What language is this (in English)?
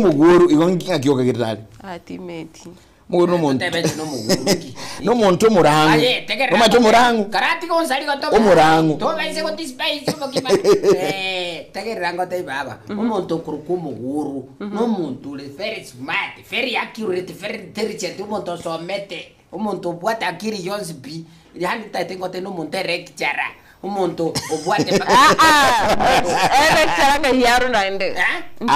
Gusii